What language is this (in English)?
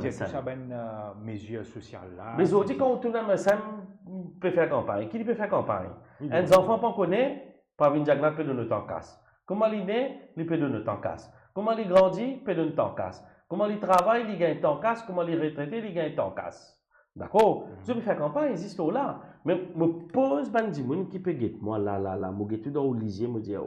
Morisyen